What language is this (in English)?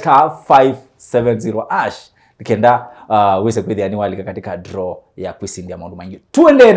Kamba